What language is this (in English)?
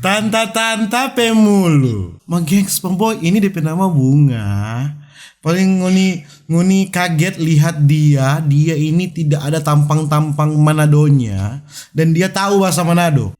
Manado Malay